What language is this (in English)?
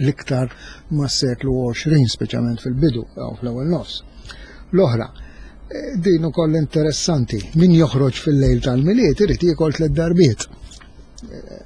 Maltese